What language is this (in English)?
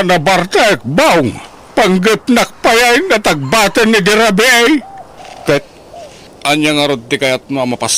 Iloko